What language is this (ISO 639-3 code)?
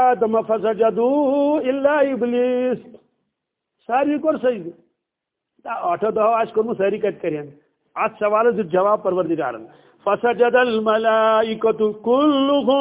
kas